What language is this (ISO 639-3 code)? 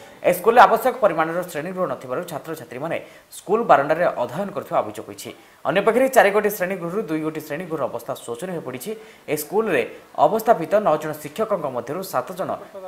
ori